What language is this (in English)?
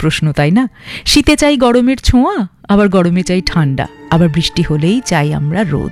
Bangla